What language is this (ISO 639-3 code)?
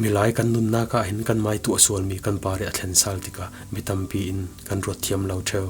cfm